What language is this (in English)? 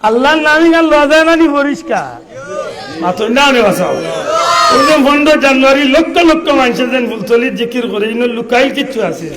Sylheti